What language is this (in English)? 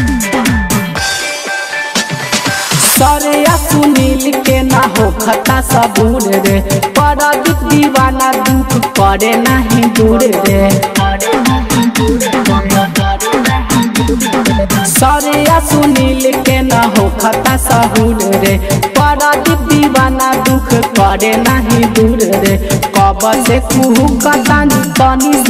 Bhojpuri